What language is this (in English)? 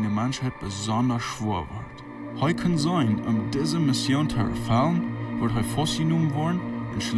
Plautdietsch